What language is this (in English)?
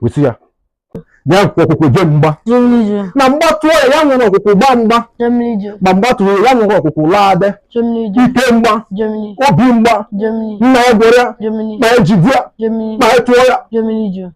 Igbo